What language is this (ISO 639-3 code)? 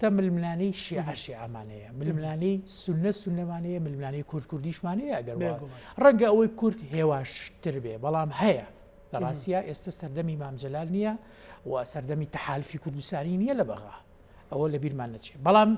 ckb